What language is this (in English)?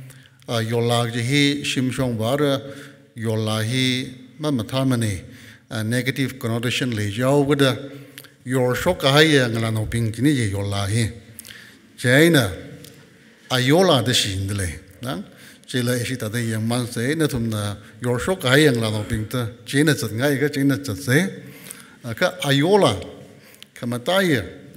Tangkhul Naga (India)